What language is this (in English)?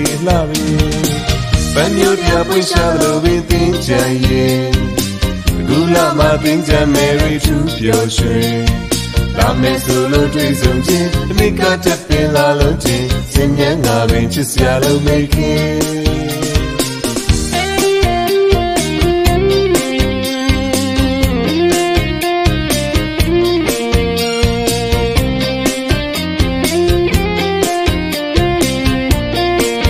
Burmese